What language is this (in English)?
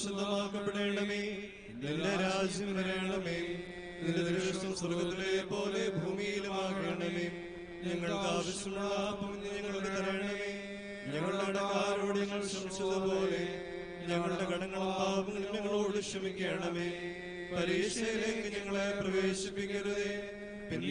Malayalam